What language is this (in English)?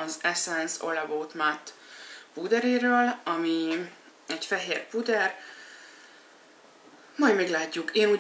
Hungarian